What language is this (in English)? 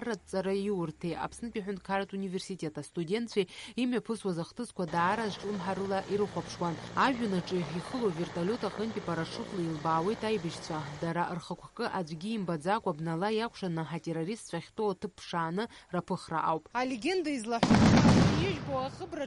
Abkhazian